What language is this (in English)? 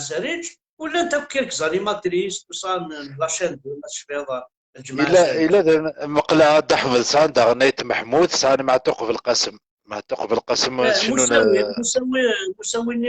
Kabyle